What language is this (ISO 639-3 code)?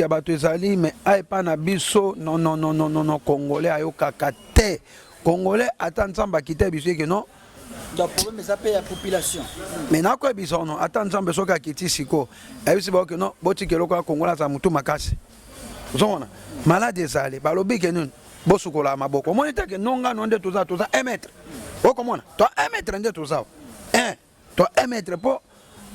lin